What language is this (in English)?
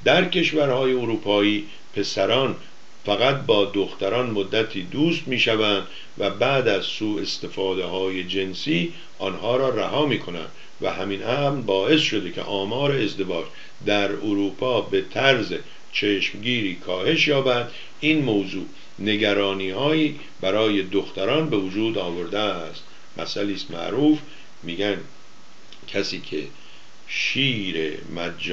Persian